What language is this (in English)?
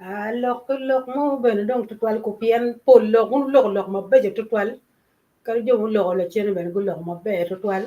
Acoli